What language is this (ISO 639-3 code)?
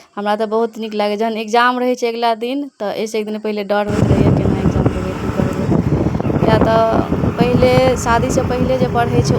mai